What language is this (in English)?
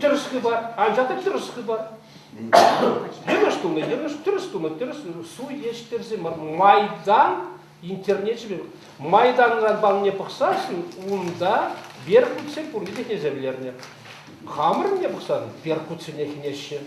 Chuvash